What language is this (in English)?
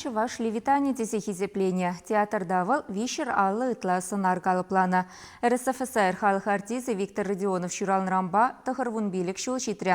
Chuvash